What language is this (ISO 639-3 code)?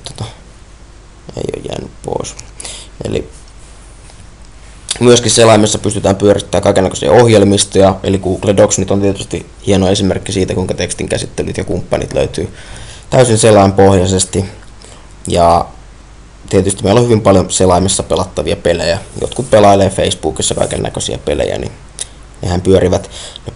fin